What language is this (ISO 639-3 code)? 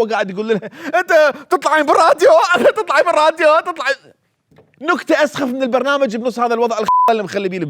acm